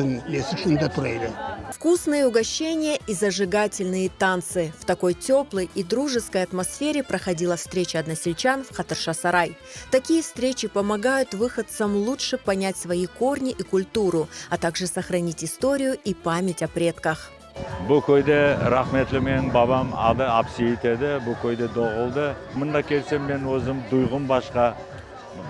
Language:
Crimean Tatar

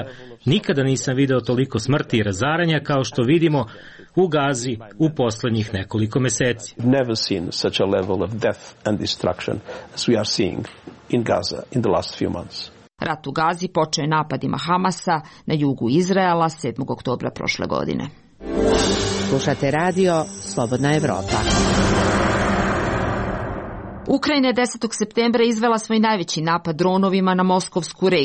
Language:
Serbian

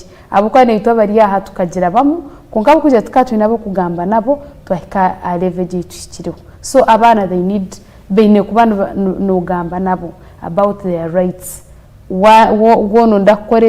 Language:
Nyankole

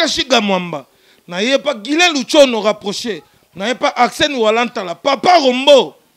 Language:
Lingala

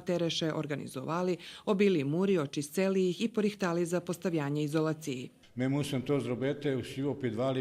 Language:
Rusyn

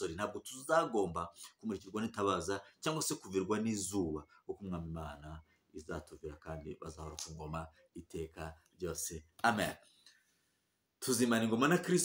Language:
Kinyarwanda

